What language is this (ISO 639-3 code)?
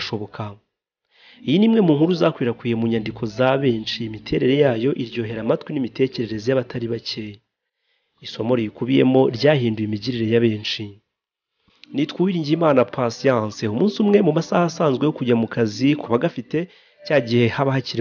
kin